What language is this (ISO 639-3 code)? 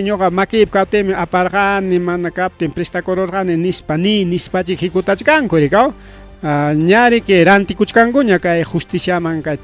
quy